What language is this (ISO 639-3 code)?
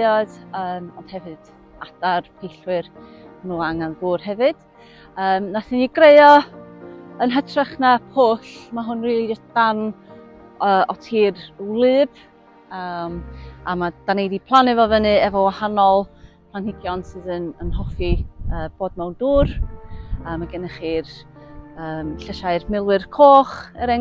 cym